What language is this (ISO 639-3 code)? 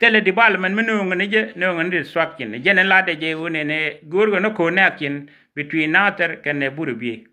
nus